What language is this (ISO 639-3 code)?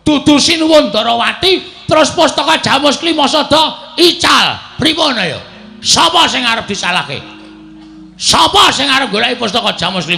jav